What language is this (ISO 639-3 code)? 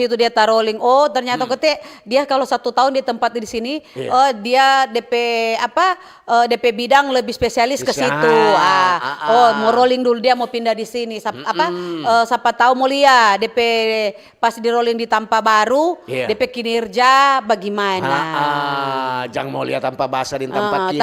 xmm